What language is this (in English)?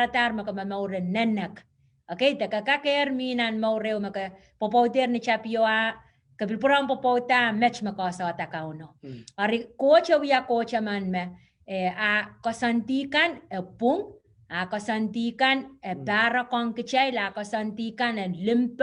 Pohnpeian